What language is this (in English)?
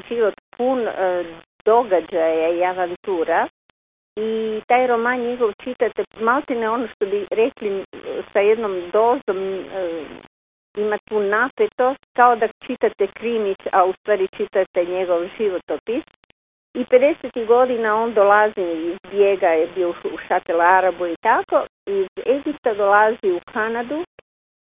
Croatian